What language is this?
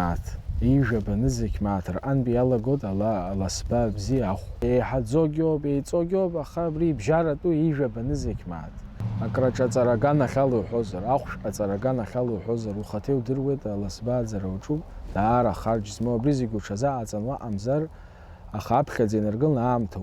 Abkhazian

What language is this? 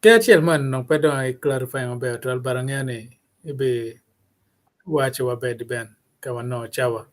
Acoli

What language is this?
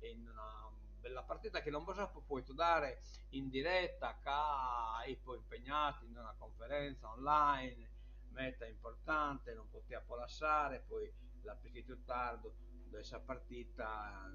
Sardinian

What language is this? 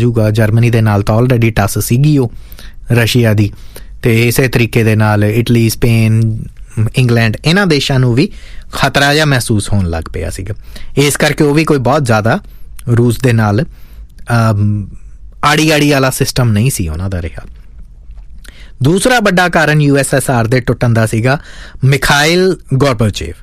Punjabi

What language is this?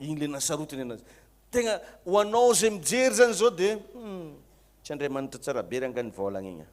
Malagasy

